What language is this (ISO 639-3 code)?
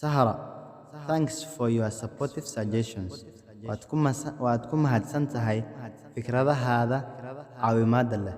som